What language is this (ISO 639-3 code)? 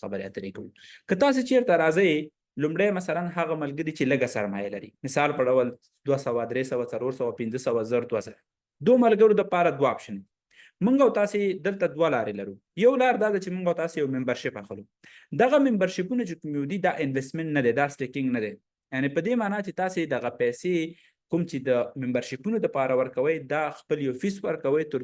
pus